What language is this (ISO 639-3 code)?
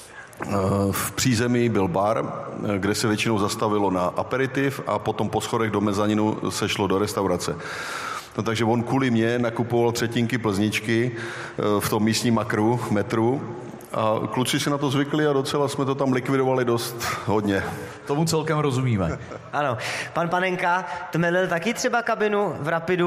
ces